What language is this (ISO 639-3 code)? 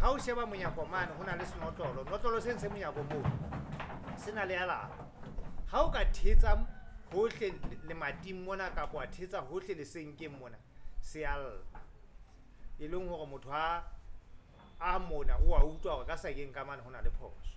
sot